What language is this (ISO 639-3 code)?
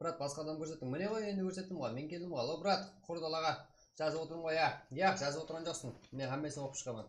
kaa